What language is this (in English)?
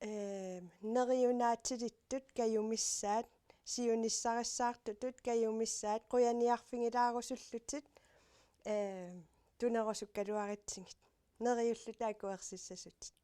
Kalaallisut